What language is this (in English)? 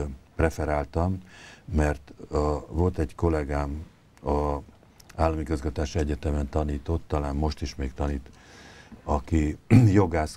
Hungarian